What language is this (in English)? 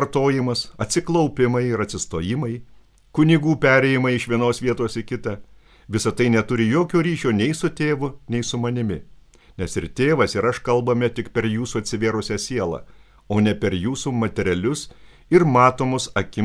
Lithuanian